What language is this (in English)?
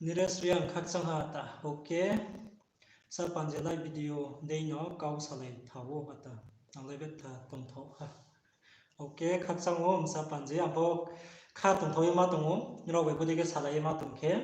Riang (India)